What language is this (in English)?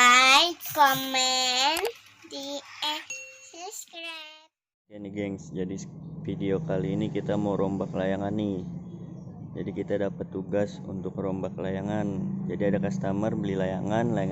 Betawi